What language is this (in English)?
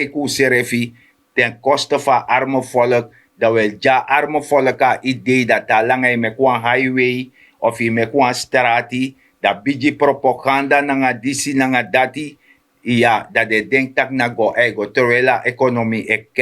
Sranan Tongo